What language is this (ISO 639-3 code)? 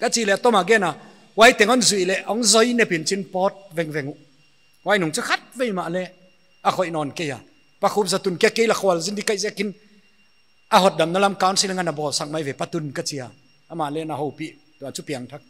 pck